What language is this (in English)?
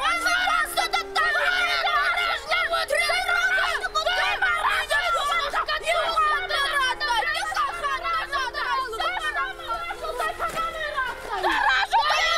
Ossetic